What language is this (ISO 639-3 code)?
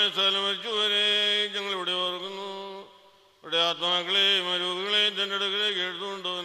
mal